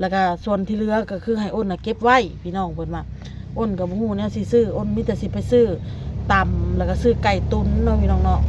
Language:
Northeastern Thai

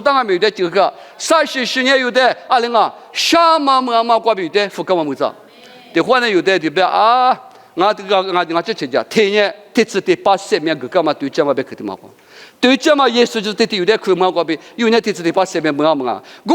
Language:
Lisu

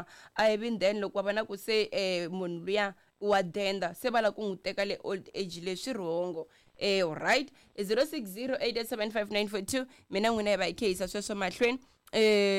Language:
Tsonga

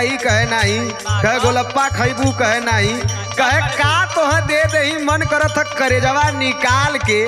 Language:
Bhojpuri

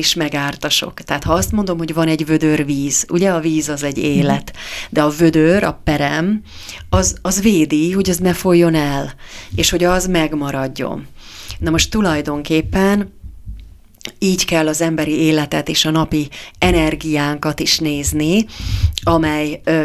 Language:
Hungarian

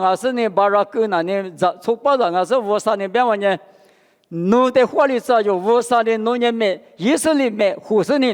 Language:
Lisu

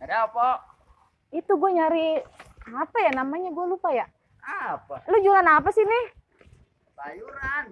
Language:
Betawi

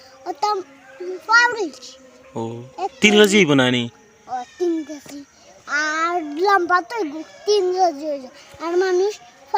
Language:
Sylheti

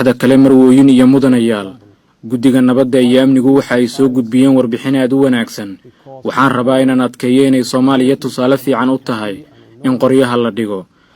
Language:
Somali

